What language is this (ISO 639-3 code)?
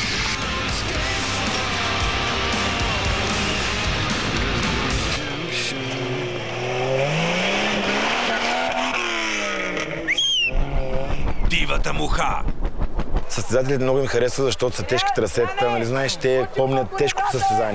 bul